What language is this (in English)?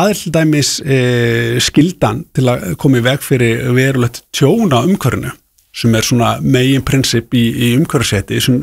Icelandic